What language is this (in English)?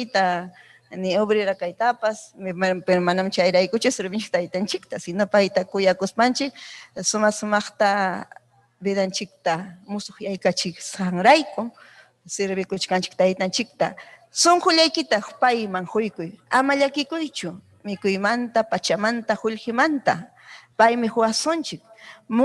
Ayacucho Quechua